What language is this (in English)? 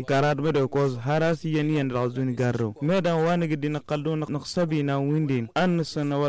Tamasheq